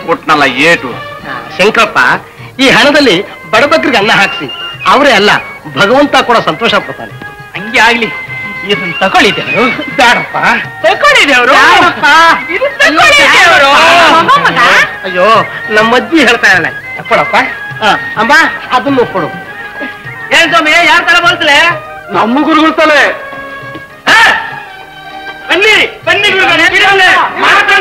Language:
Kannada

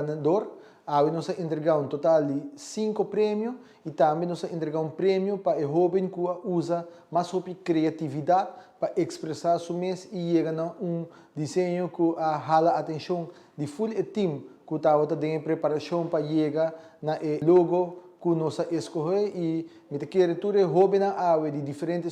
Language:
Papiamento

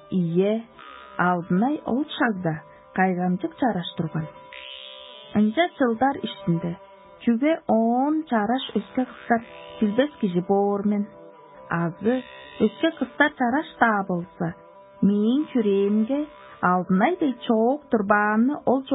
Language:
Tuvinian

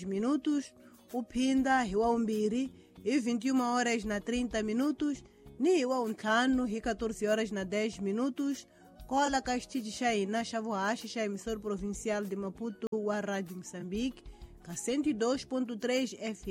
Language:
Tsonga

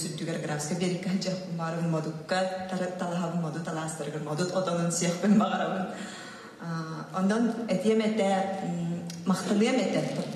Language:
Yakut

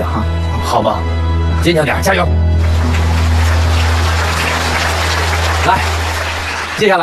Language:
Chinese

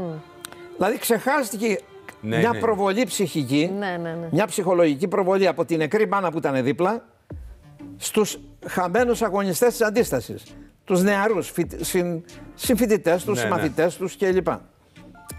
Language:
Greek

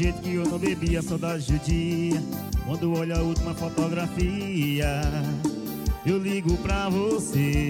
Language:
Portuguese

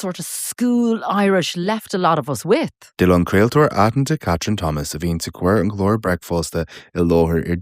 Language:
Irish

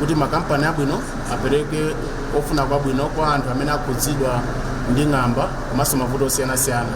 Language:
Nyanja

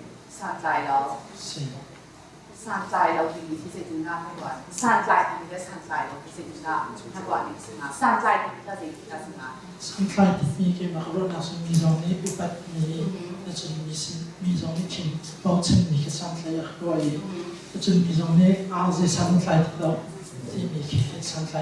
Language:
Hakha Chin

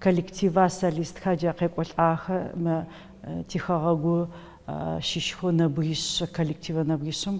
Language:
Adyghe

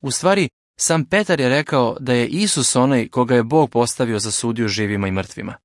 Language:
Serbian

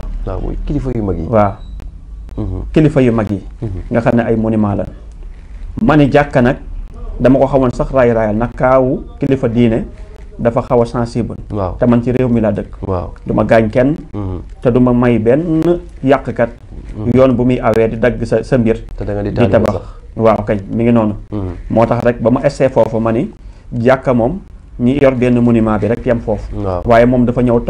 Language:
Wolof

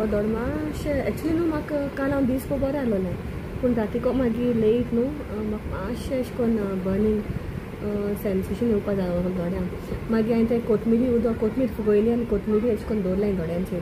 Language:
Konkani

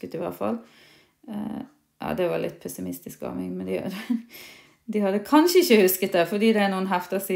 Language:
Norwegian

